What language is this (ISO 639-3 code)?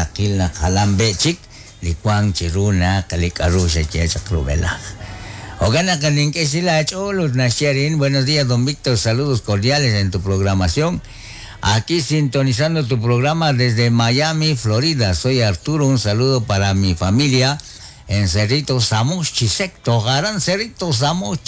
kek